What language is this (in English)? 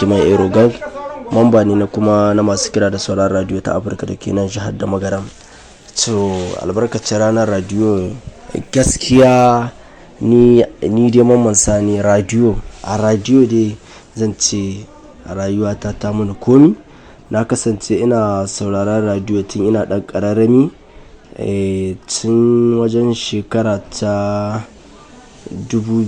Hausa